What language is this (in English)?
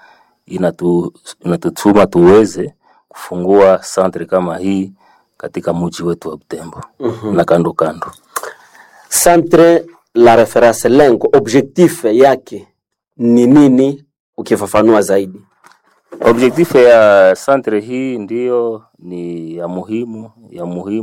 Swahili